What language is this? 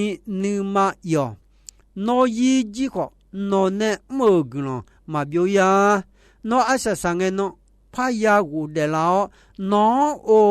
Akha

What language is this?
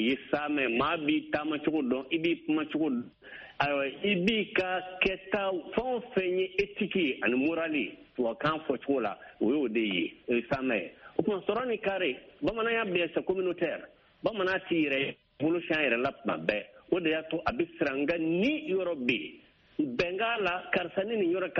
Bambara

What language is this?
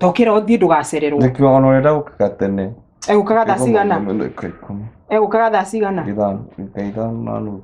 Kikuyu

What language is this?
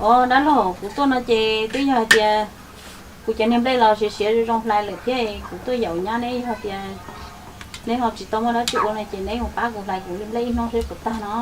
Hmong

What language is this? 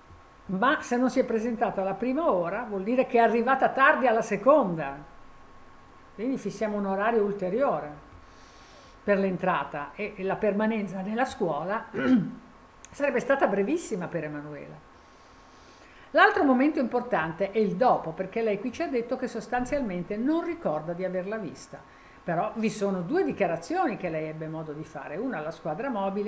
Italian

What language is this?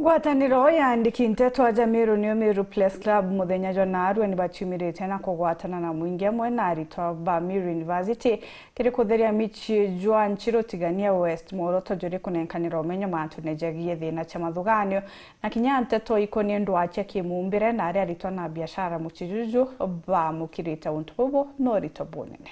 Meru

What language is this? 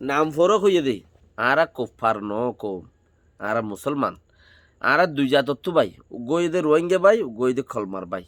Rohingya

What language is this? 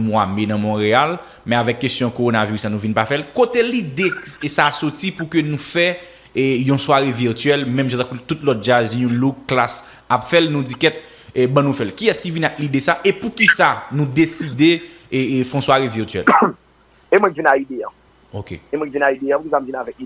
Haitian Creole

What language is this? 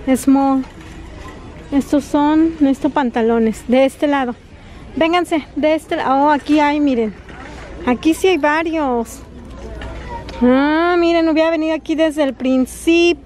Spanish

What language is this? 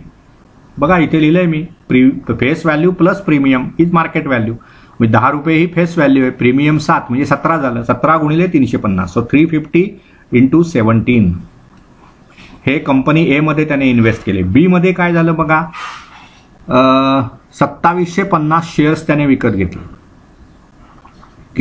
Marathi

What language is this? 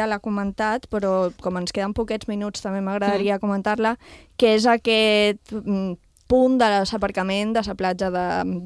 Catalan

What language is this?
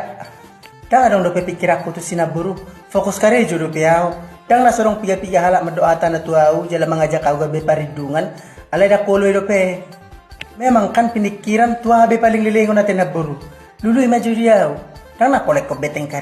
Batak Toba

